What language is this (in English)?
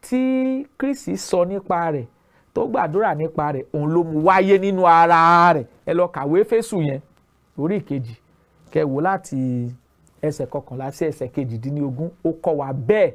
Yoruba